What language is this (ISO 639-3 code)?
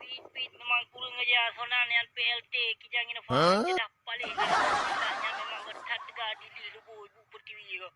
ace